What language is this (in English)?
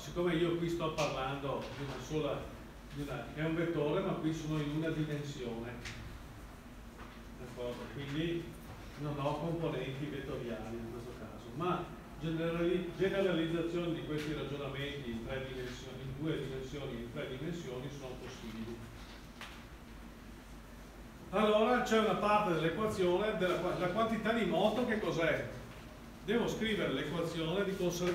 Italian